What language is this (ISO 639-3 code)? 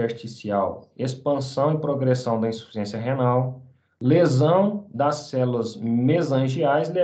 por